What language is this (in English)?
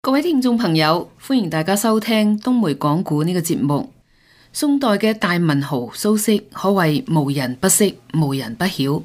Cantonese